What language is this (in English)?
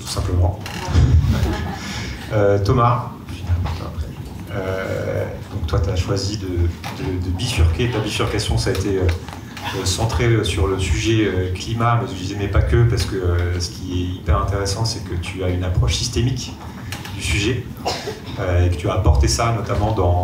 French